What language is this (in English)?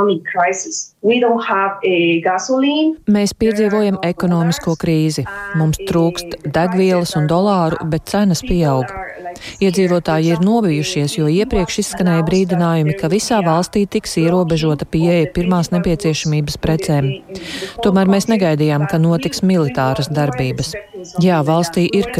Latvian